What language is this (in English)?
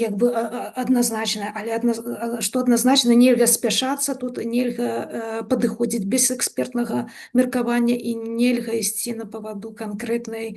Belarusian